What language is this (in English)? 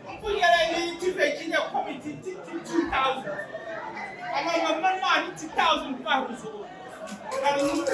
Dagbani